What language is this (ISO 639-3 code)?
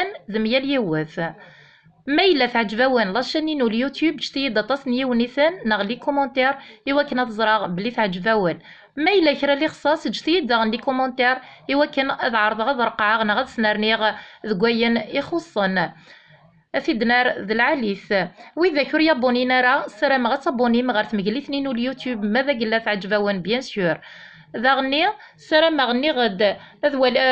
kab